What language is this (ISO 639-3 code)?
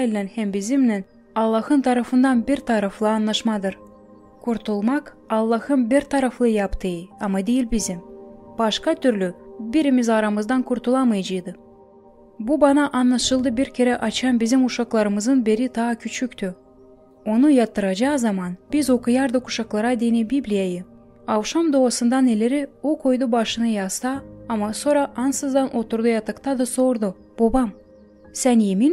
gag